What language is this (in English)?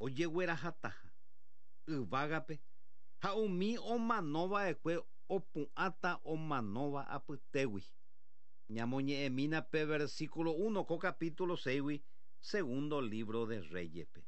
Guarani